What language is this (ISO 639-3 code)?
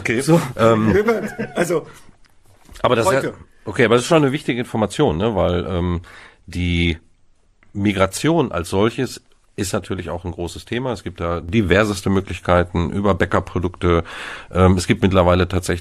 deu